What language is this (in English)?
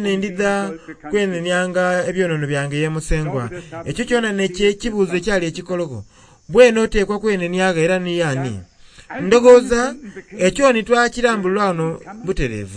Soga